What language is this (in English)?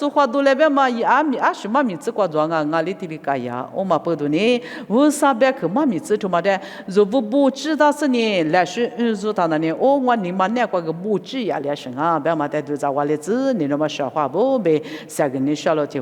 Lisu